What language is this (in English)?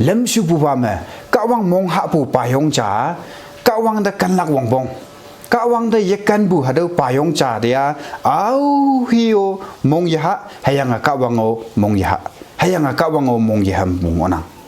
Konyak Naga